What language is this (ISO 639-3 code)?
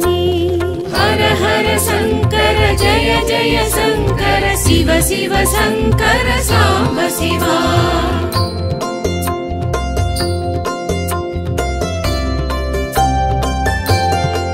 tam